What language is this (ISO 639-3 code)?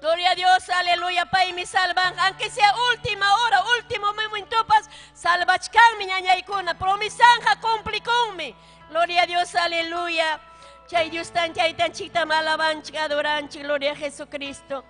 quy